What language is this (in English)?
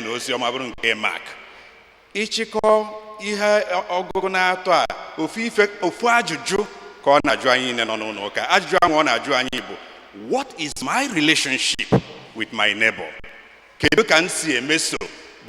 Igbo